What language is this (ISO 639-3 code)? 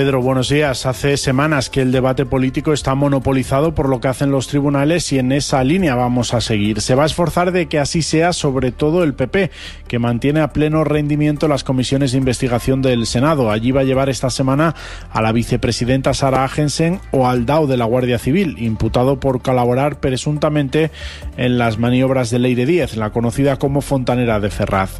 spa